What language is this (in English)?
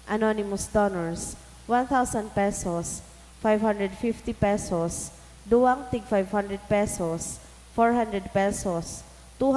Bikol